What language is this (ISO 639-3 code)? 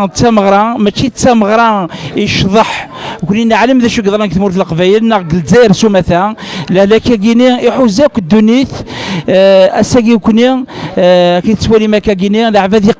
kab